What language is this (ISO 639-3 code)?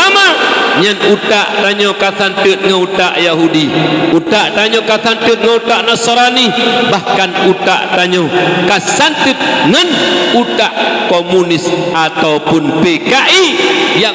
ace